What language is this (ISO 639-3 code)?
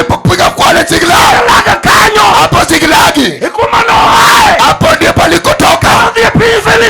luo